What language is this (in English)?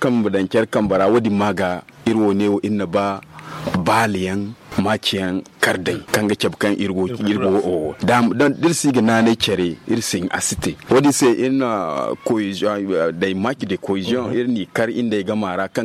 Zarma